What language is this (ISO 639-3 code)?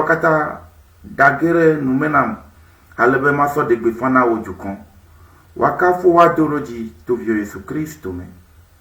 ewe